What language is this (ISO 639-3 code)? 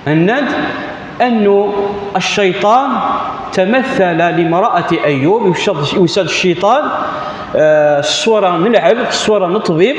kab